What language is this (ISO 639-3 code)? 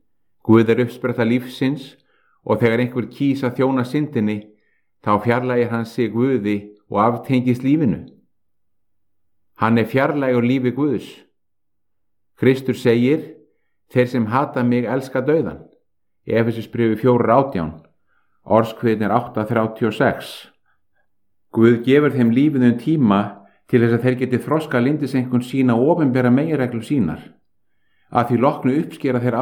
isl